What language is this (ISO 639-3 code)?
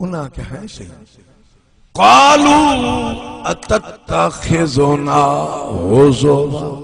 skr